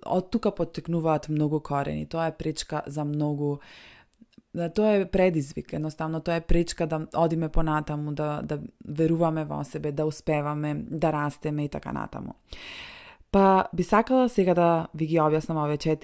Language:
Macedonian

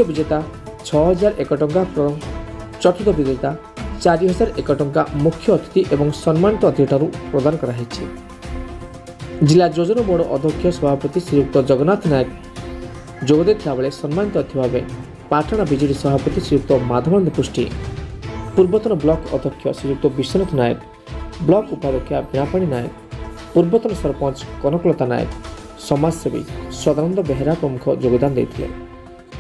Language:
Odia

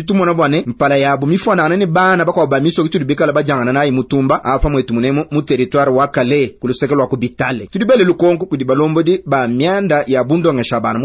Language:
Luba-Lulua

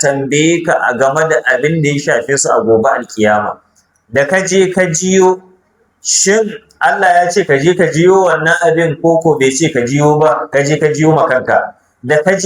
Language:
Hausa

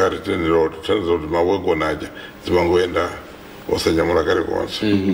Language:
Nyanja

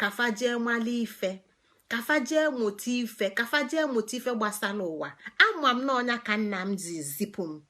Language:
Igbo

